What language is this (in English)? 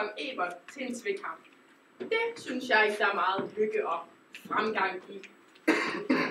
Danish